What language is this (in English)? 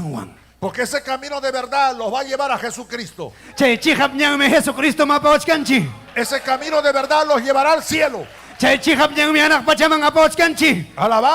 Ayacucho Quechua